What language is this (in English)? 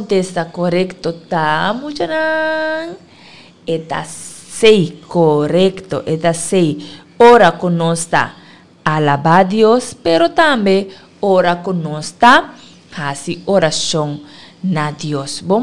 Papiamento